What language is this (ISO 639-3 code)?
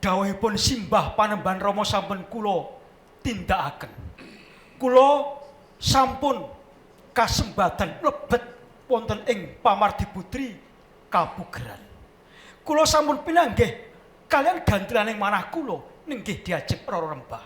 jav